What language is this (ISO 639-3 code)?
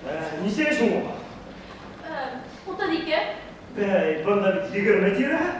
bak